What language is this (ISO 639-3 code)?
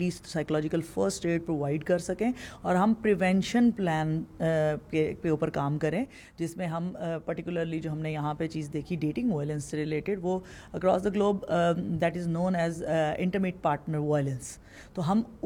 urd